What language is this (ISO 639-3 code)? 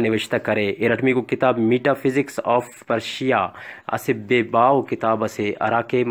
brh